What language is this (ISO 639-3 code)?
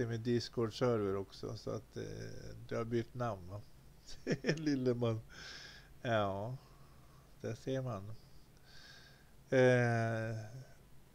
swe